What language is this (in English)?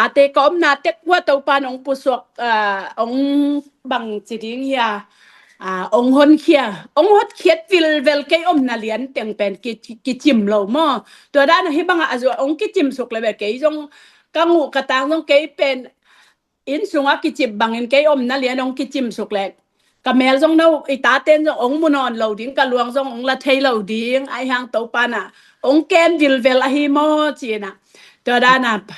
Tedim Chin